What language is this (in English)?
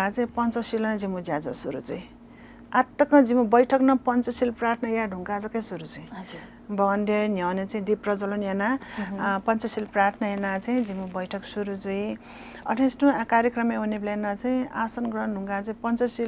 Newari